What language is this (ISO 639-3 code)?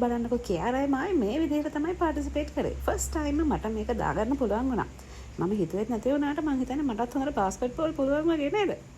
sin